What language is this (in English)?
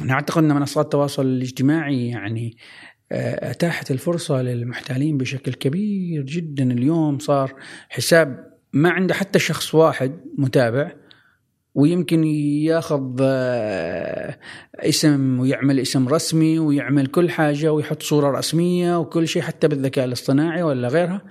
Gulf Arabic